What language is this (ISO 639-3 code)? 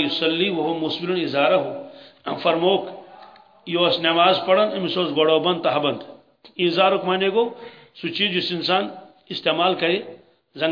kas